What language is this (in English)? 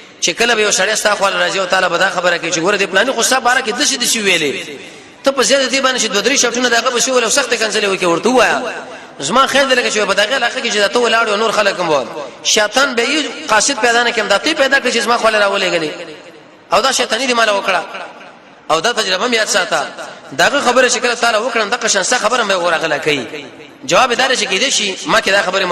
Pashto